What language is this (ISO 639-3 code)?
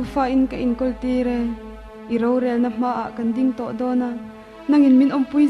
lus